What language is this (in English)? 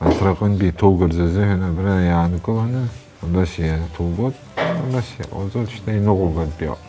Abkhazian